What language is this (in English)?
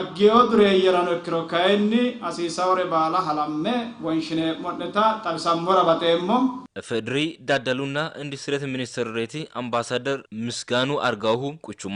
Sidamo